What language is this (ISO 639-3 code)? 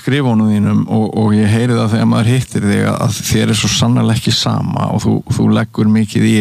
isl